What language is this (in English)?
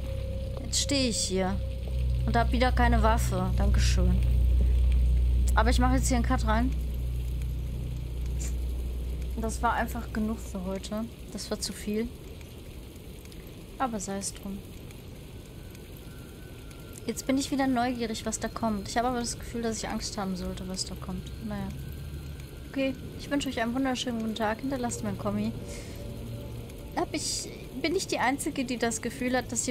German